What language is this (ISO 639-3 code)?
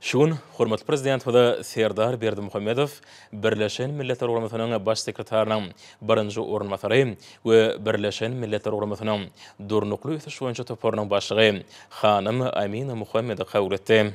tuk